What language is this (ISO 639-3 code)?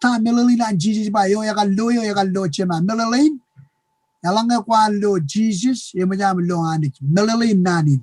mah